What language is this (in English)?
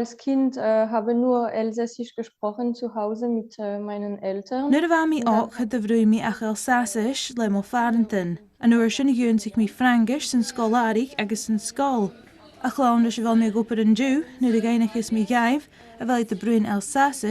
Scottish Gaelic